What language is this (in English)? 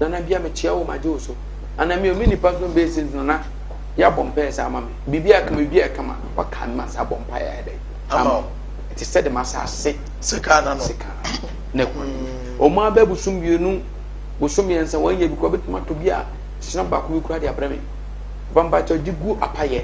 Akan